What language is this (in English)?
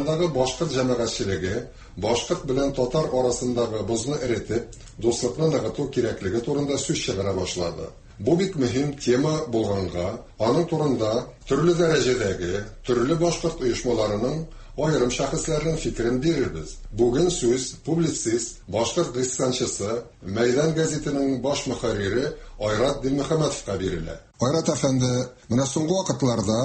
Tatar